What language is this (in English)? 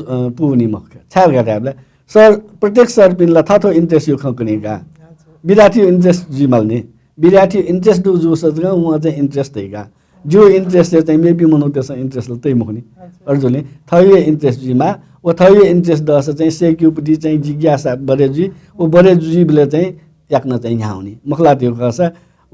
Newari